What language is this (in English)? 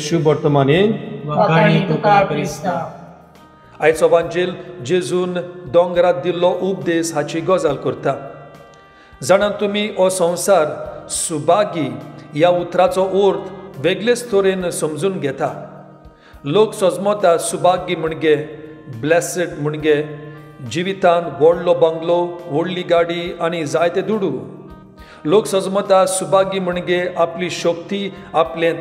Konkani